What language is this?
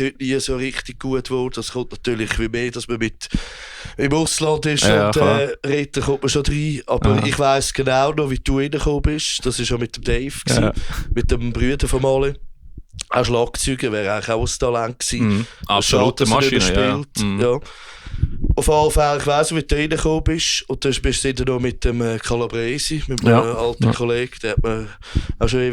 Swiss German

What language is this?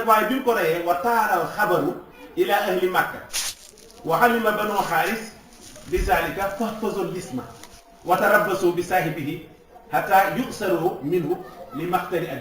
Wolof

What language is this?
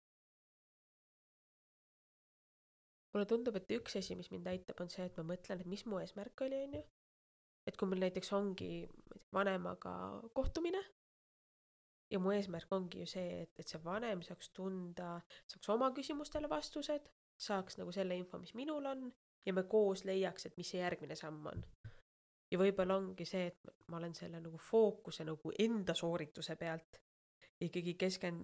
Estonian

